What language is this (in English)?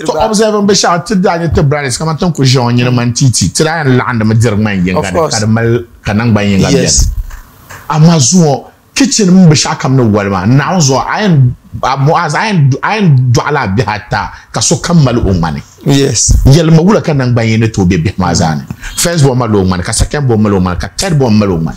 Dagbani